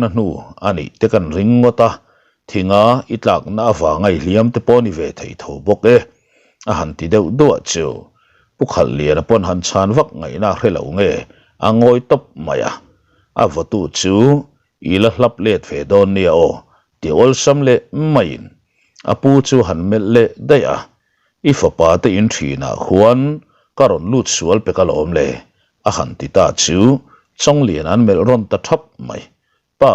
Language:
Mizo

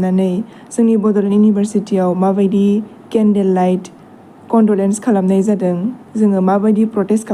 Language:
Bodo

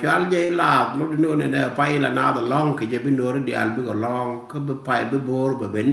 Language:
Nuer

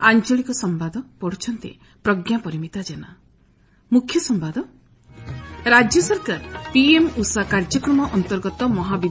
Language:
Odia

